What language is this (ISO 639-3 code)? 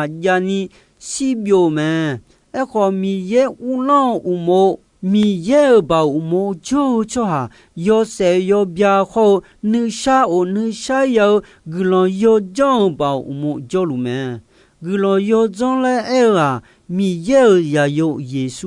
ahk